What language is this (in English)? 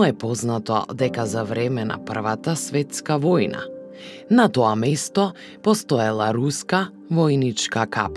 Macedonian